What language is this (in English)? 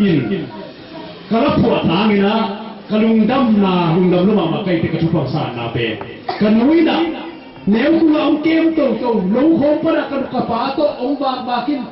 Tedim Chin